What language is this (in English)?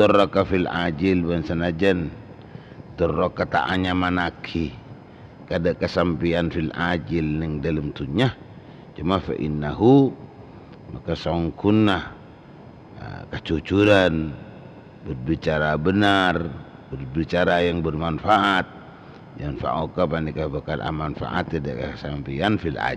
Madurese